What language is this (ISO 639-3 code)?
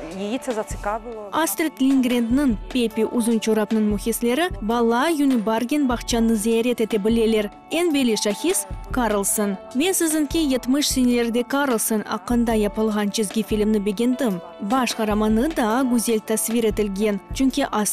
crh